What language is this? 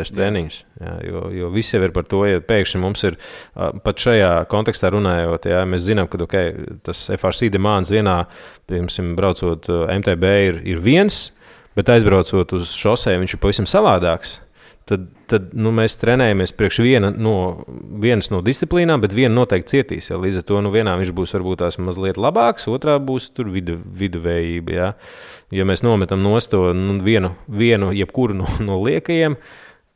Latvian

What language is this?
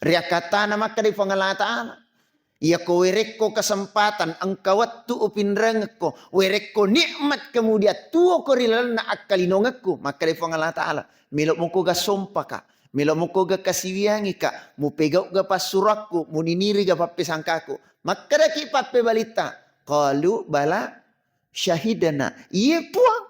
Buginese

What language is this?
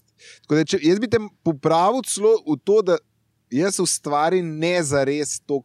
Slovenian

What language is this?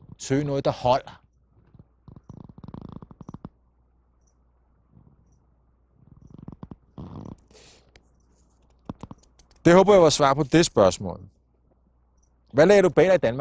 Danish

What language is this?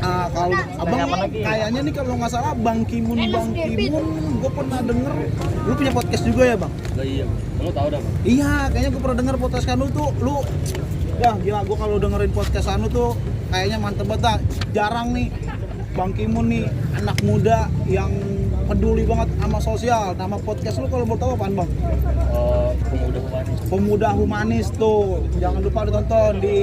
Betawi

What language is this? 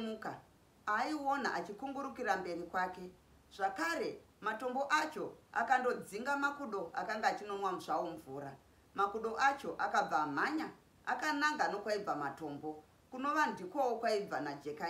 Shona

